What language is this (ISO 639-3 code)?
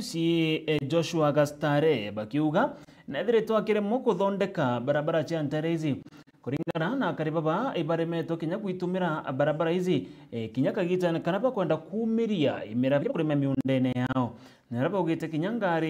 mer